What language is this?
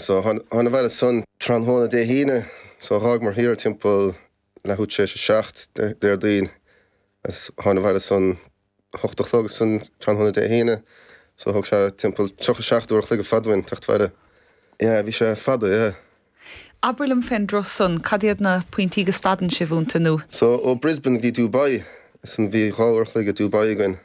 Irish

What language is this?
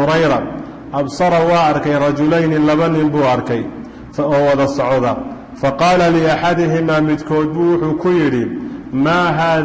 Somali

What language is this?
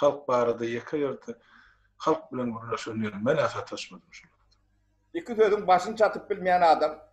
Turkmen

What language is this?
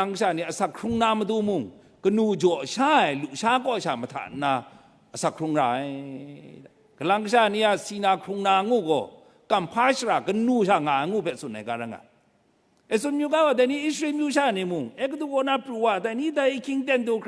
Kachin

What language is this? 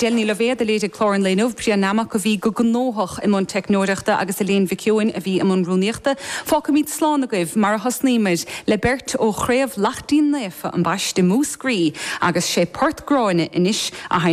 Irish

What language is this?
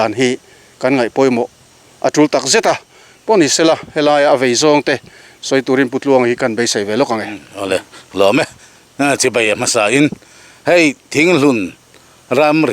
Mizo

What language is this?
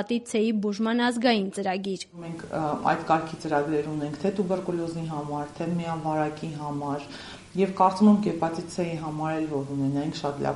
Armenian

